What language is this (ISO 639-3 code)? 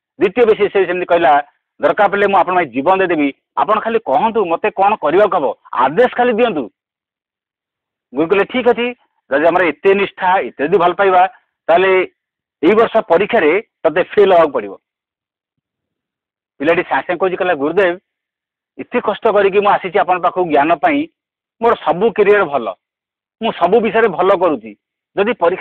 ori